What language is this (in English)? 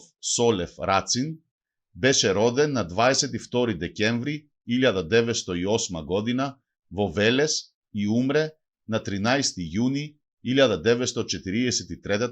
Macedonian